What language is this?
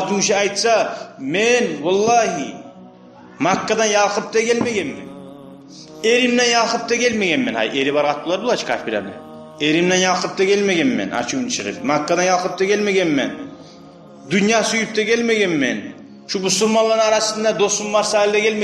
Kumyk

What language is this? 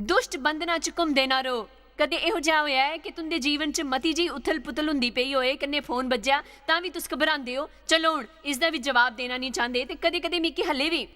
Dogri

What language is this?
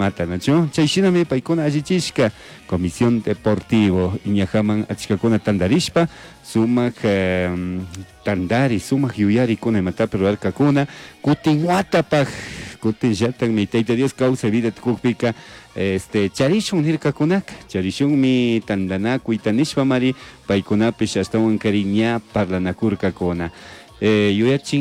Chimborazo Highland Quichua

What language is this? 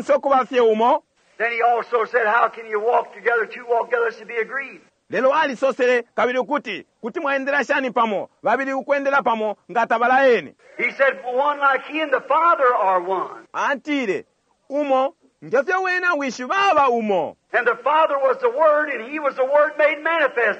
Bemba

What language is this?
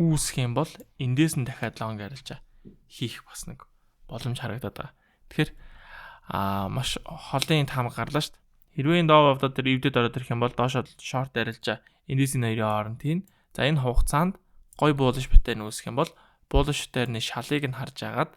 Mongolian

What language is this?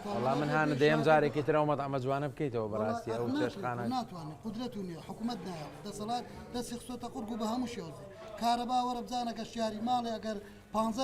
Central Kurdish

